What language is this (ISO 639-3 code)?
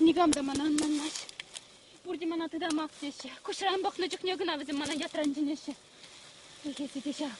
chv